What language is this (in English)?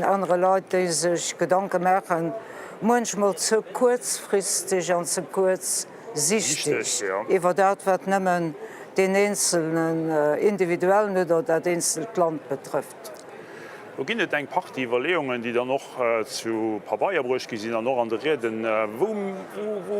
Luxembourgish